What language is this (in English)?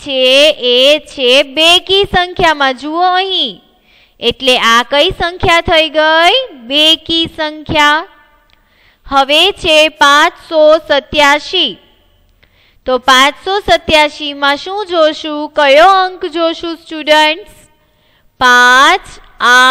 Gujarati